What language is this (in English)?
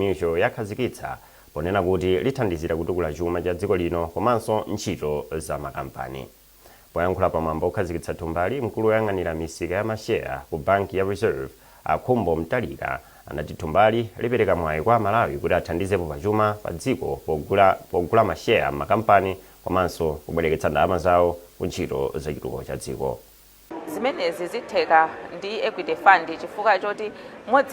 Nyanja